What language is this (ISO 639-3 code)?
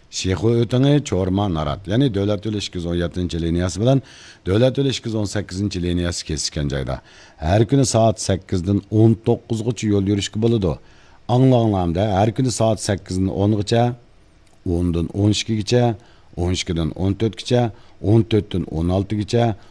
uig